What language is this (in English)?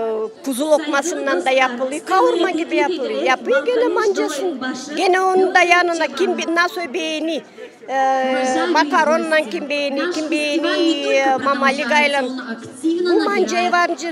Gagauz